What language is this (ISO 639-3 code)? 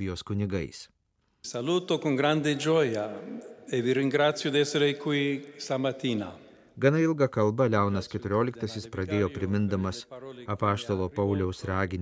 lit